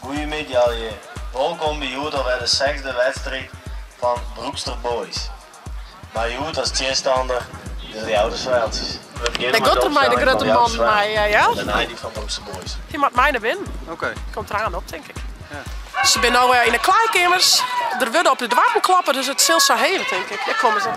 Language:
Western Frisian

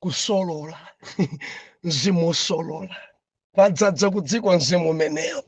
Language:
Nyanja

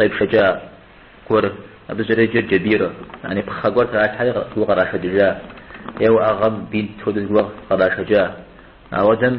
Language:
Kabardian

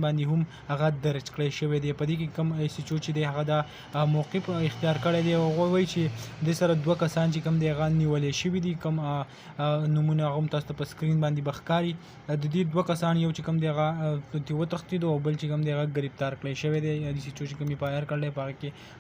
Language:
Pashto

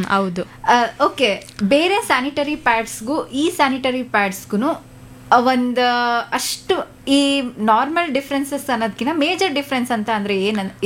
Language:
Kannada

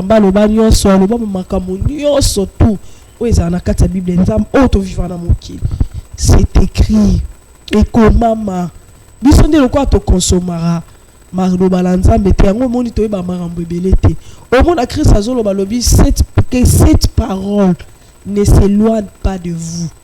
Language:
Lingala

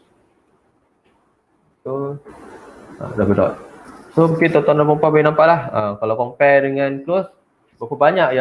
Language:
Malay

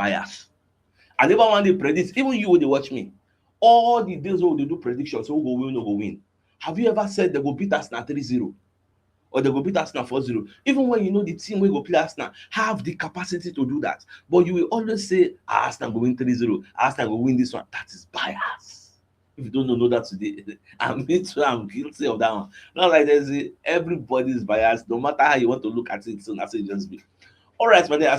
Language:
Nigerian Pidgin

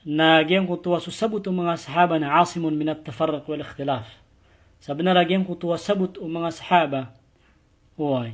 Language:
Maranao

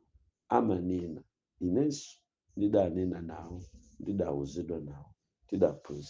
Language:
Nyanja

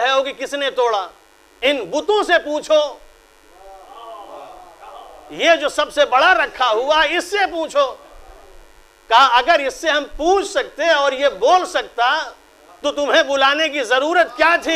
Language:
Urdu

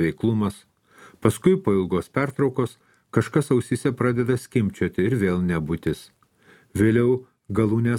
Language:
Lithuanian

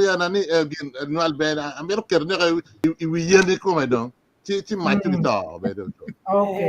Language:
Acoli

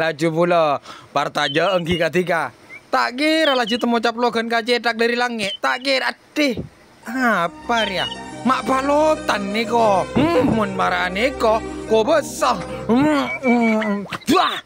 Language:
Madurese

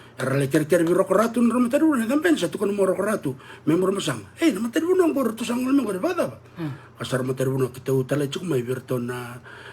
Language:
Fijian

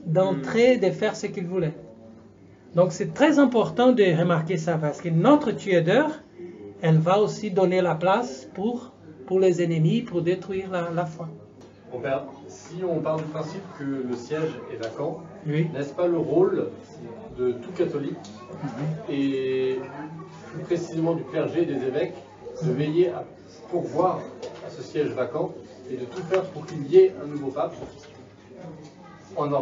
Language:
French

